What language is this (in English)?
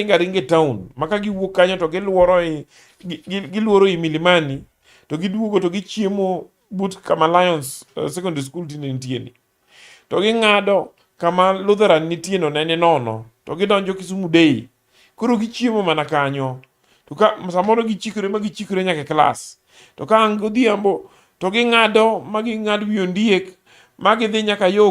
Luo (Kenya and Tanzania)